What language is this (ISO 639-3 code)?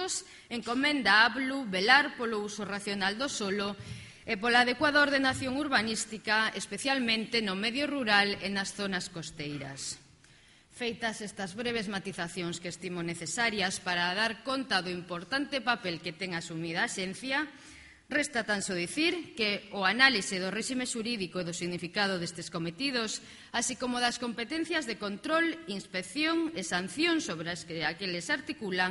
glg